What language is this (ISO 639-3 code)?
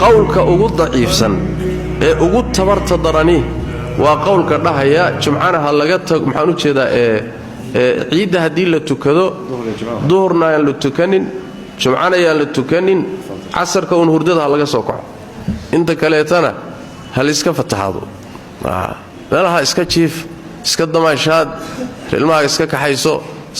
som